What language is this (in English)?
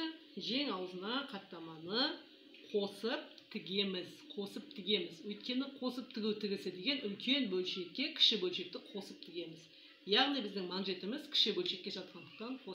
Kazakh